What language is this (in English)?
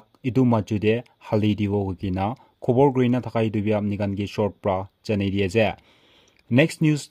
Naga Pidgin